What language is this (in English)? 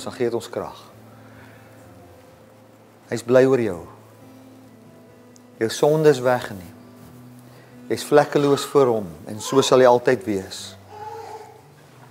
Afrikaans